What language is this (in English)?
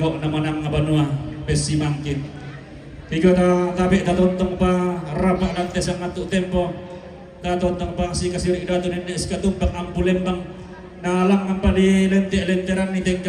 Toraja-Sa'dan